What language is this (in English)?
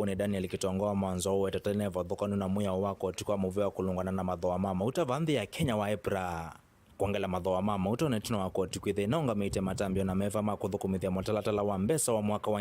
Kamba